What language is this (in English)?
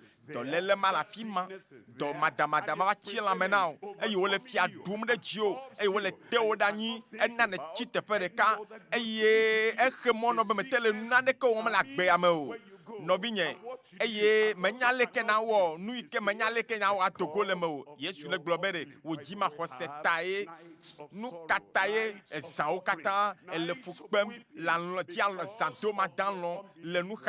Ewe